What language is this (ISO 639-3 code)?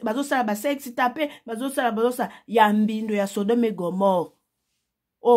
lin